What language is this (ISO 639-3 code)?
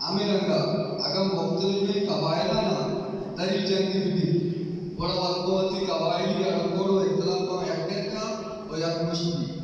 bal